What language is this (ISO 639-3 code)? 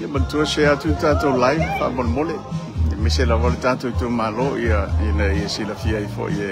smo